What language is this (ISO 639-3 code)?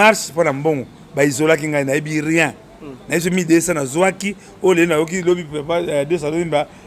lin